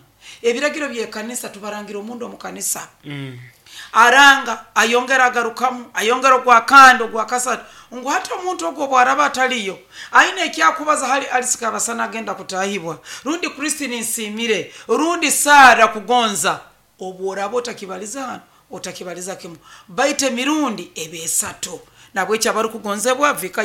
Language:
Nyoro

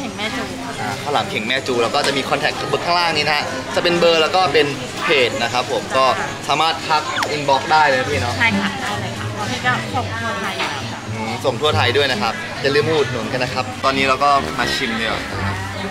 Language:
Thai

